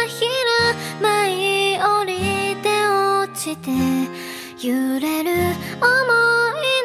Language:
Japanese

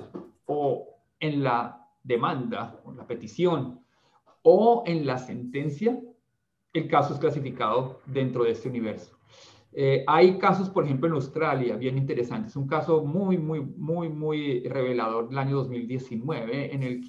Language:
Spanish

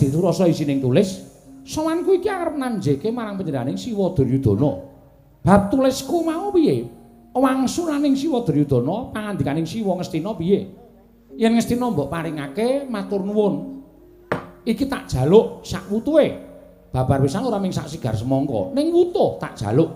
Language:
Javanese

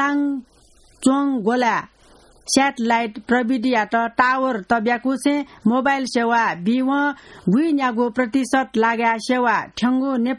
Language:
Newari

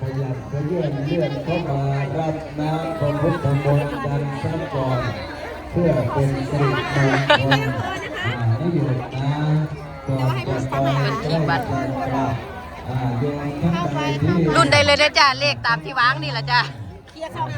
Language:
Northeastern Thai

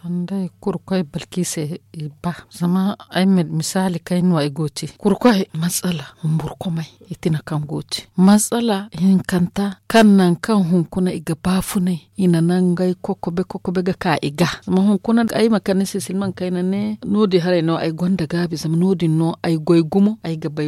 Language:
Zarma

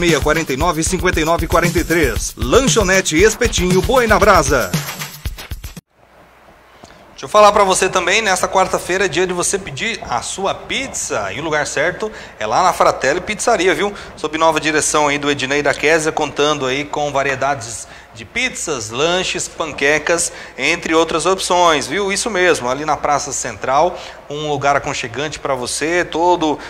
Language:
Portuguese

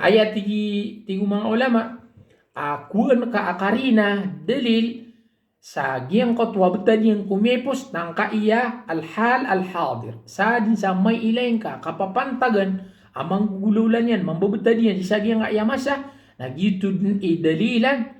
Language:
Maranao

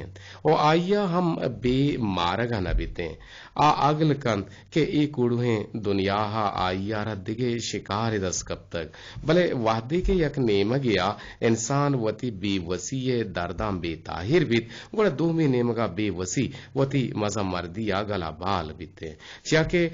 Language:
Eastern Balochi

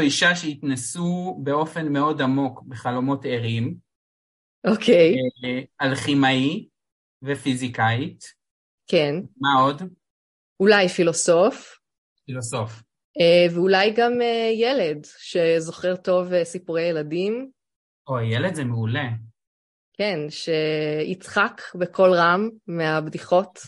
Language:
Hebrew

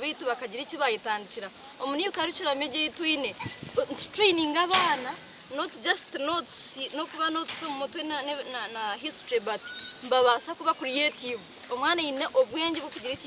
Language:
Nyankole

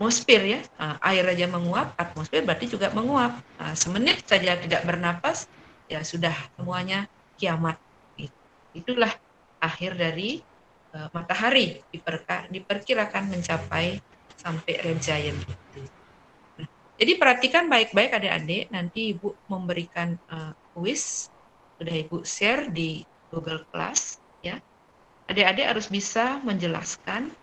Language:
Indonesian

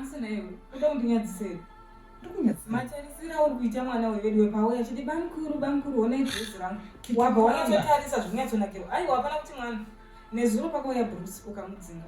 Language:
Shona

